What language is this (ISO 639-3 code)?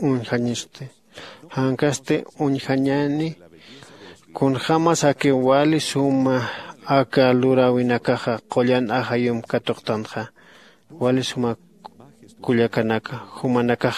aym